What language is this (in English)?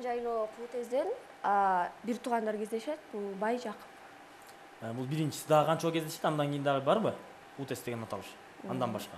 Kyrgyz